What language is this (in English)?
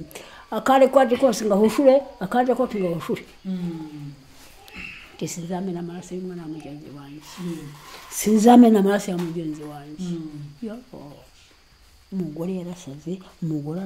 Kinyarwanda